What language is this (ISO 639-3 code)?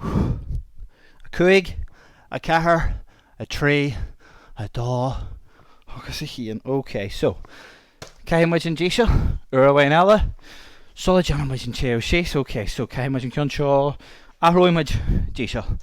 gle